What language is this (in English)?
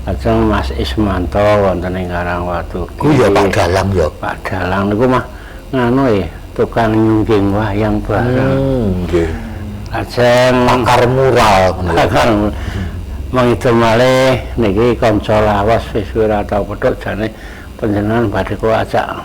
Javanese